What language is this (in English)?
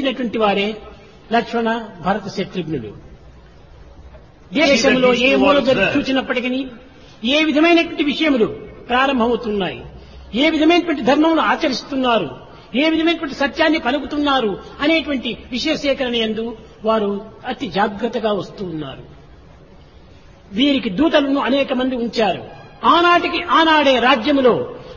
Telugu